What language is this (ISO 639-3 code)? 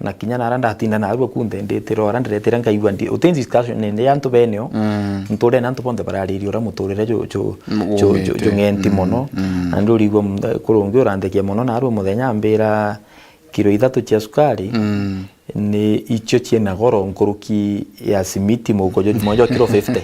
mer